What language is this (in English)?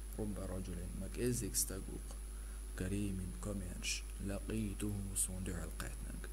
Chechen